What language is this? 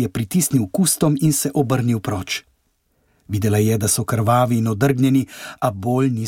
Slovenian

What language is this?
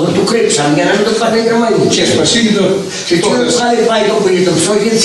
Greek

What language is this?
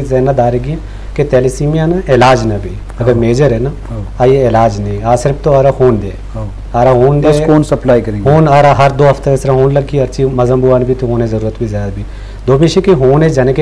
Eastern Balochi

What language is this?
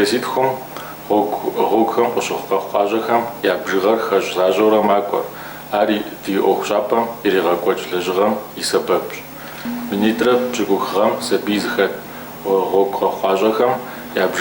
Kabardian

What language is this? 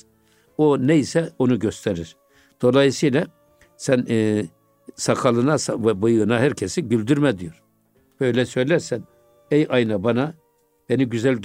Turkish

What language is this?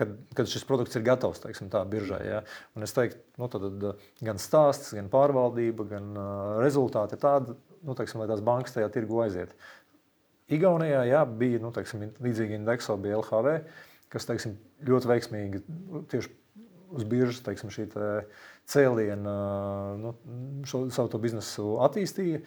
Latvian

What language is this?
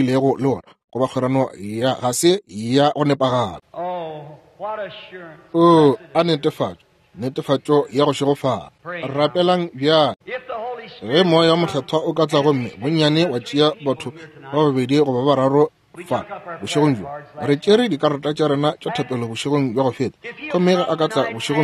Northern Sotho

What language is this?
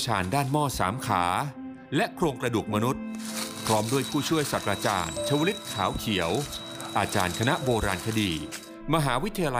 Thai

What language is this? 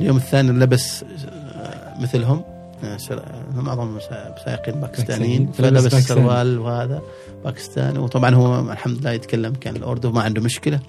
Gulf Arabic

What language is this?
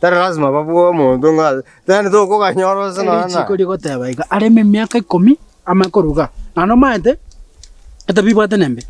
Gusii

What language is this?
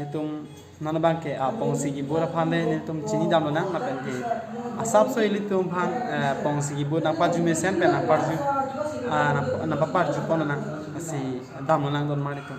Karbi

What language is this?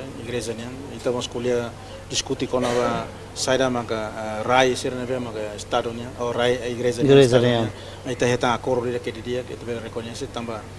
Tetum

